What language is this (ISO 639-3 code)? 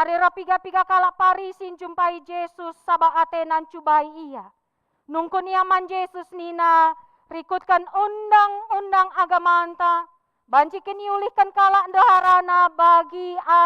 btx